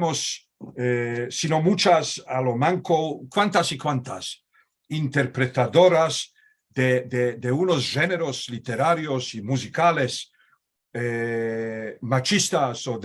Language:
Ladino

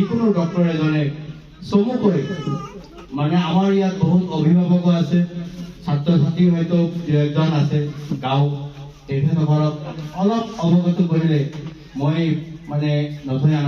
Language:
Assamese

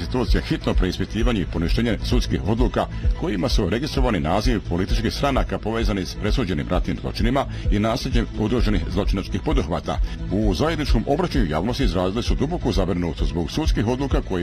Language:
Bosnian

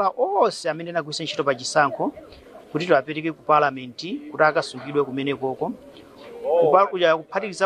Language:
Nyanja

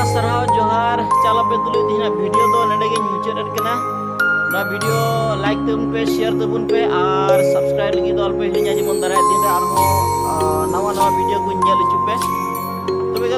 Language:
Santali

